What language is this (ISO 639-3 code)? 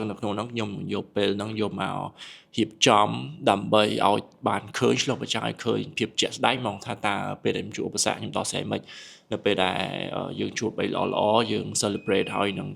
khm